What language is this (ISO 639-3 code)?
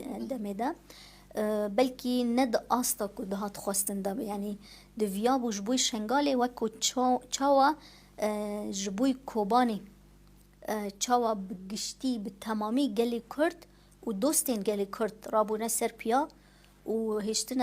kur